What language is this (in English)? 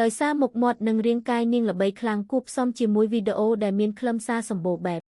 Khmer